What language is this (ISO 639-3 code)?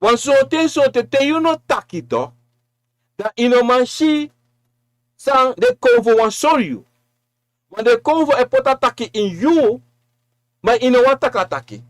srn